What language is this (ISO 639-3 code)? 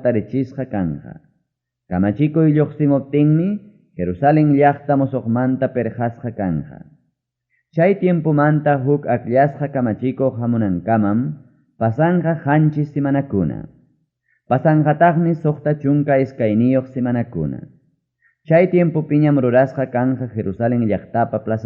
quy